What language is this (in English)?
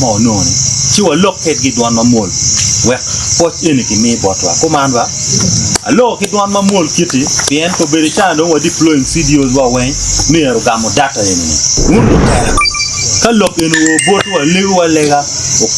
Acoli